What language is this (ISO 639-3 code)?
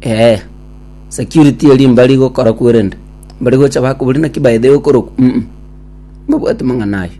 guz